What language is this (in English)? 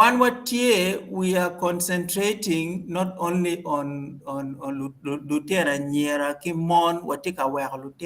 Acoli